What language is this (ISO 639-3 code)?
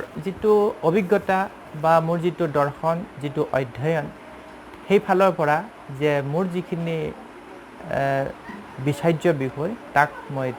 asm